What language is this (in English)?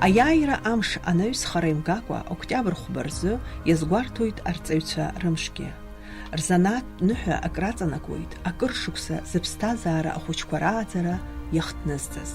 Abkhazian